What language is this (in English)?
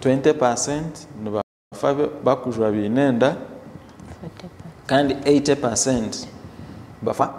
Nyankole